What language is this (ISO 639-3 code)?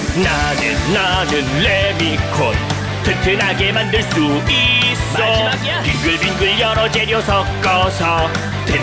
kor